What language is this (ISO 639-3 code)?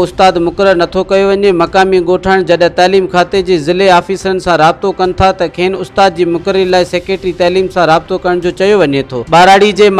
snd